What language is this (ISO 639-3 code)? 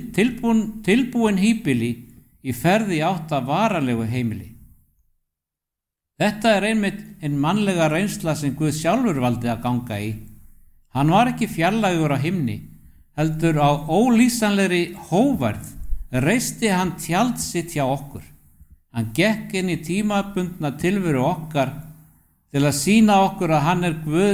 isl